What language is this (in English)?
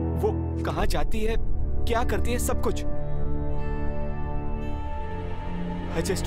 Hindi